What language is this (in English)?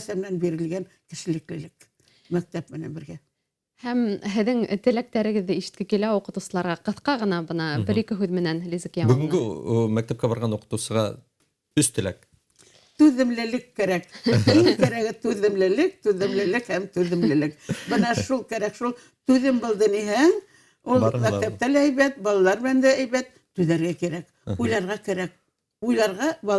Bashkir